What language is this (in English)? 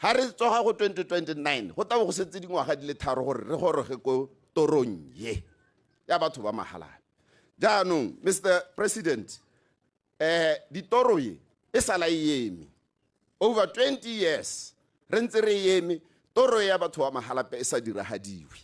Tswana